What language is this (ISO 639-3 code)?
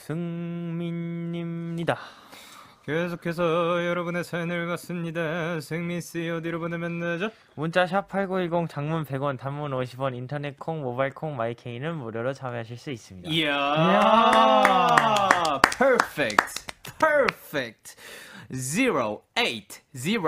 kor